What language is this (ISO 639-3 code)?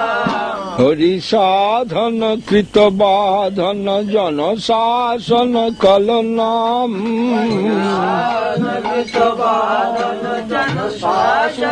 ben